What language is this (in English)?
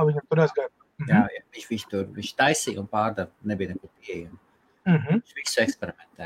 Latvian